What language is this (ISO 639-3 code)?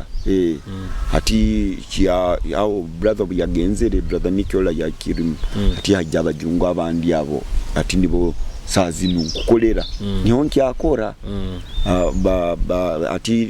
nyo